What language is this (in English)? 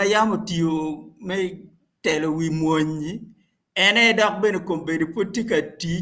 Acoli